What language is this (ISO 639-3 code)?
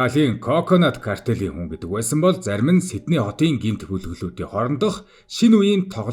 mon